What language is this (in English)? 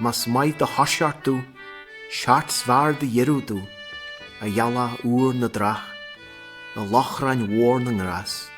Irish